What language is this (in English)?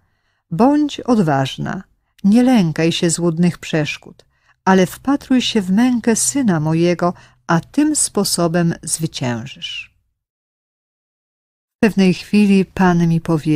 Polish